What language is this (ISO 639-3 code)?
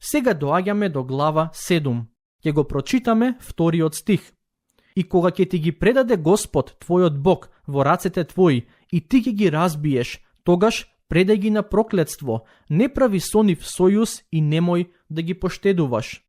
mkd